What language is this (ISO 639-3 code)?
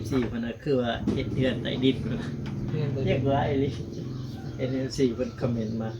tts